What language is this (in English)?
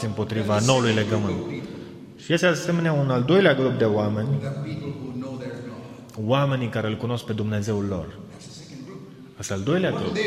Romanian